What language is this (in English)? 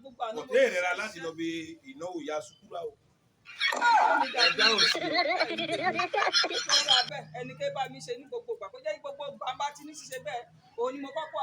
Yoruba